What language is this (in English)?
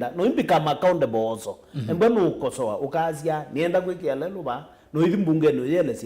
Kamba